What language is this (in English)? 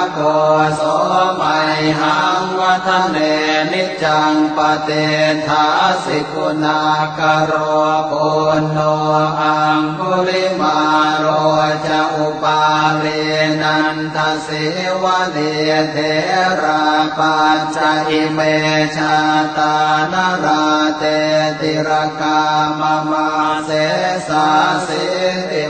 Pali